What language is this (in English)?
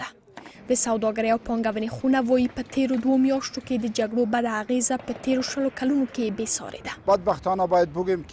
Pashto